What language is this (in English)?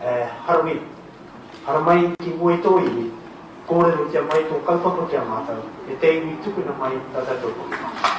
Māori